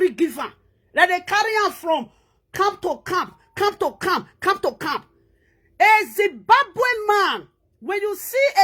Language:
Nigerian Pidgin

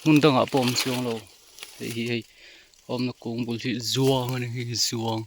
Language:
Mizo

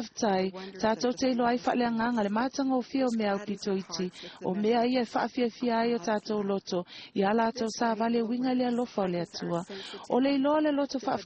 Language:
Samoan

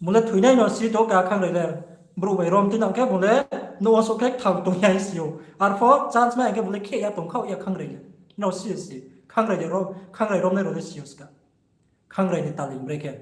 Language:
Riang (India)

